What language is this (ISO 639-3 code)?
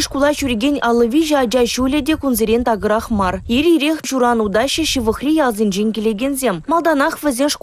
chv